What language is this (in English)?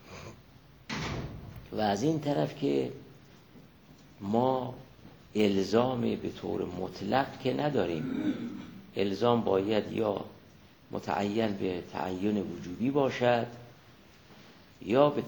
Persian